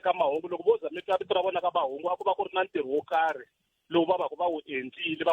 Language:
Tsonga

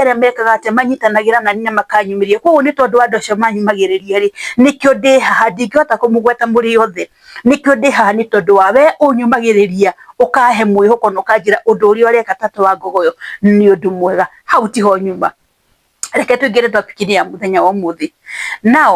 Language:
Kikuyu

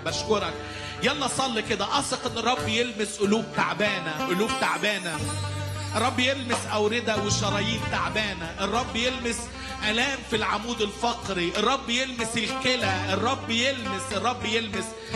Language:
Egyptian Arabic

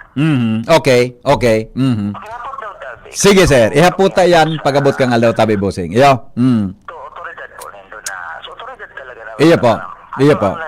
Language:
Bikol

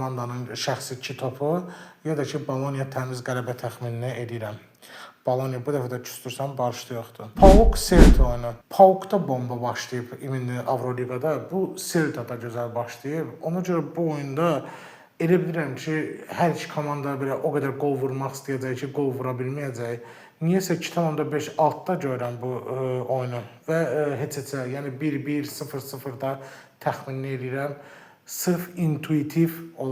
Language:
Azerbaijani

